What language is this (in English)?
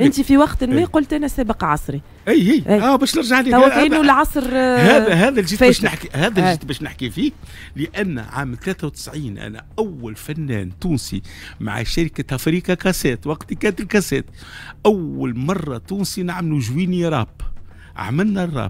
Tunisian Arabic